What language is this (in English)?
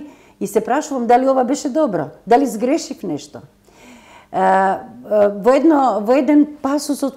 Macedonian